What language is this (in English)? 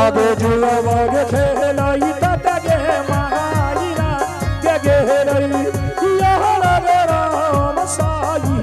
Angika